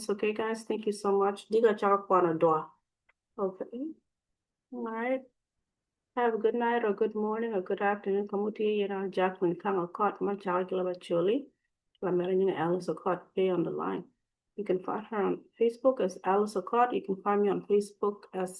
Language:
Acoli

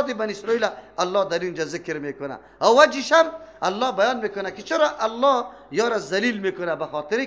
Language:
Persian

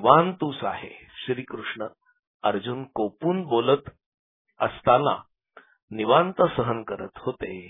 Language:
Marathi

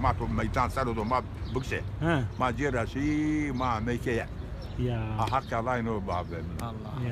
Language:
Zaza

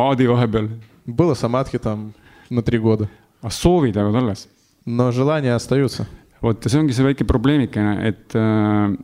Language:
Estonian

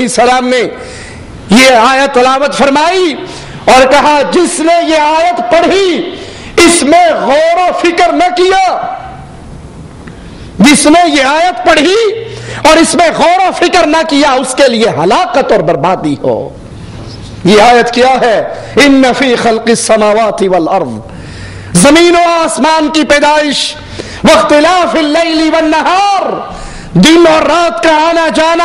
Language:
Urdu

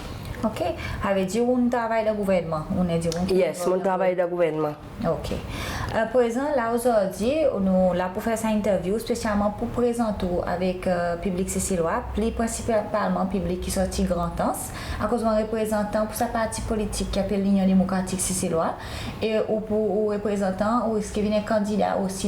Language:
Seselwa Creole French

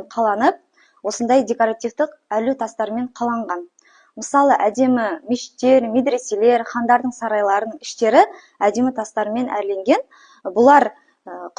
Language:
Kazakh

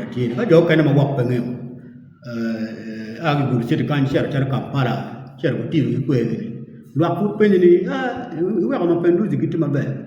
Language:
Acoli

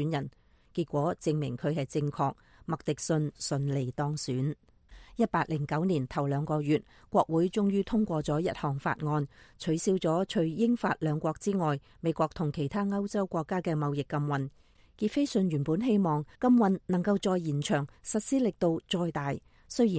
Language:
Cantonese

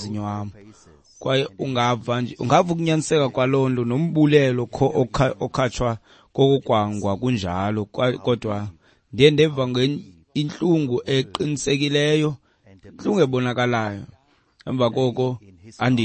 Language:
Xhosa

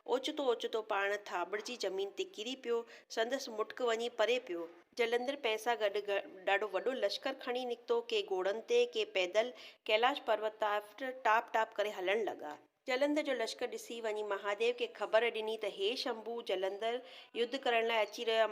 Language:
Sindhi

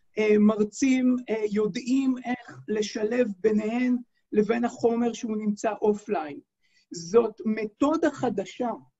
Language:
Hebrew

